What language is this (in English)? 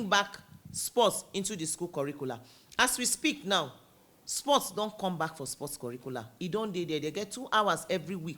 Nigerian Pidgin